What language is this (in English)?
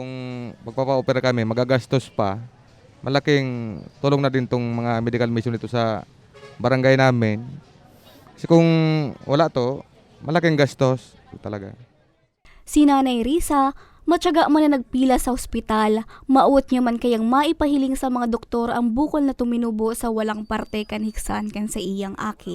Bikol